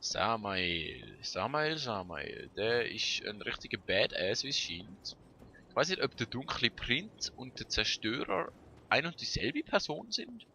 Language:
Swiss German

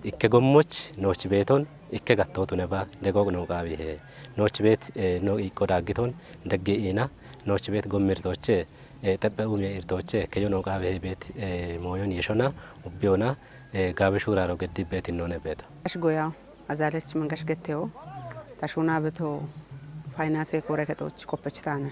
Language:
Kafa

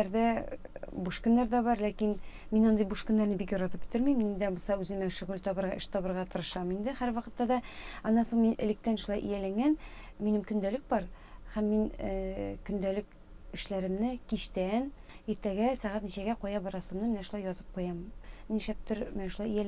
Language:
Tatar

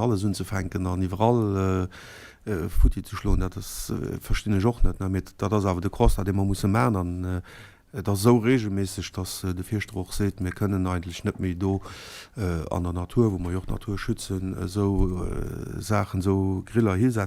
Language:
Luxembourgish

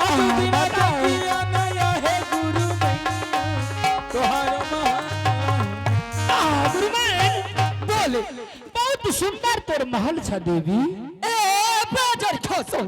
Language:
Angika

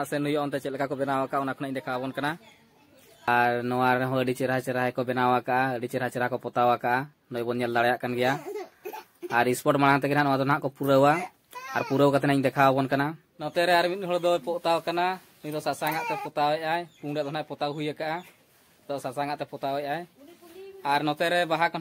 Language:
Santali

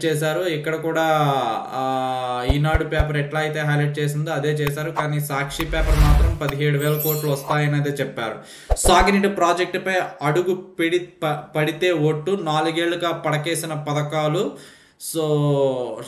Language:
Telugu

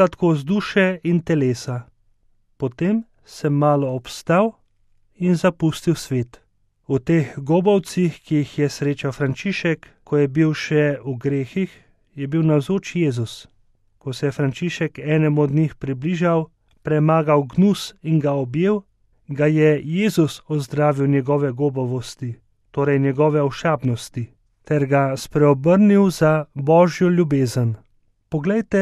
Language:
Slovenian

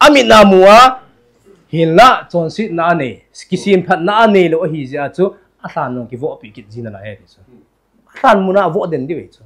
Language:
Thado Chin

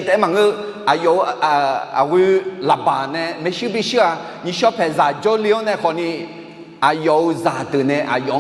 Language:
Akha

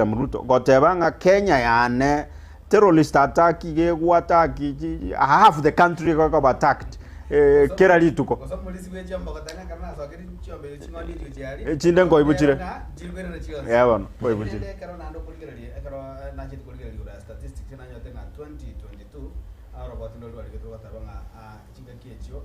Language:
Gusii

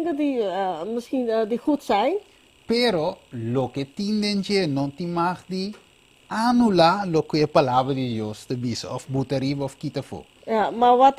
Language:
Papiamento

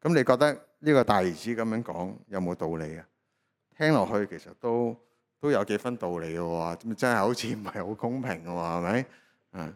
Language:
Cantonese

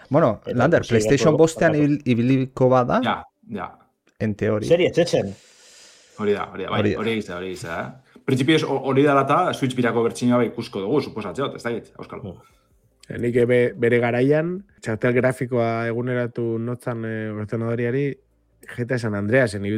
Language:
Basque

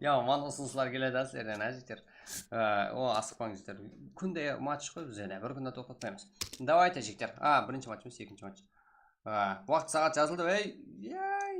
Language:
Kara-Kalpak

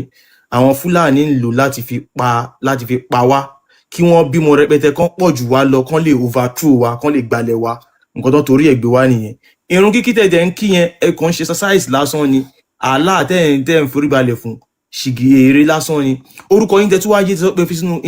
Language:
Yoruba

